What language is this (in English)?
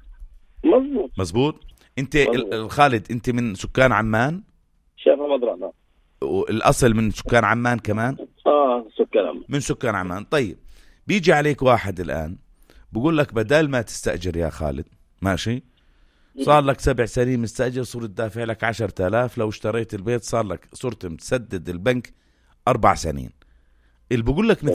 North Levantine Arabic